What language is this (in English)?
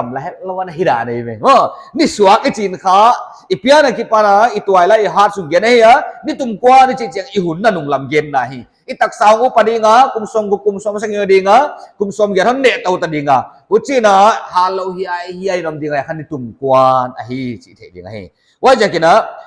Paite Chin